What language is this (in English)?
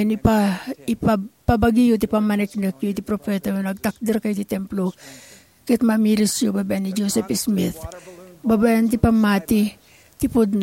Iloko